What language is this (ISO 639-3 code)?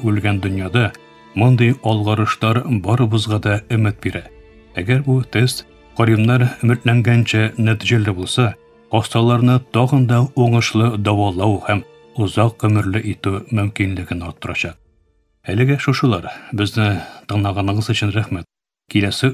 tat